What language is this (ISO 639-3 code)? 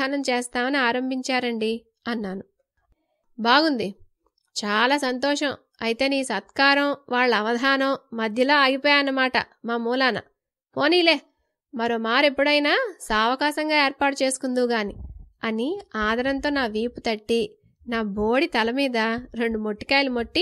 tel